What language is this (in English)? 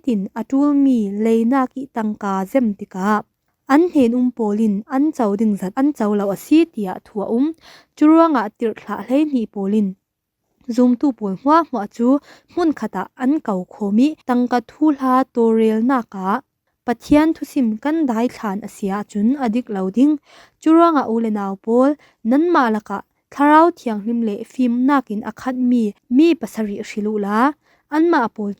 Falam Chin